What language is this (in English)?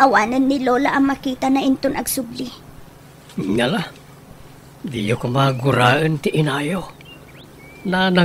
Iloko